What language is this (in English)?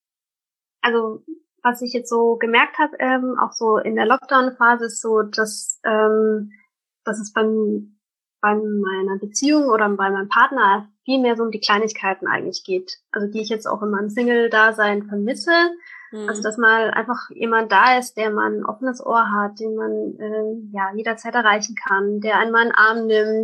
German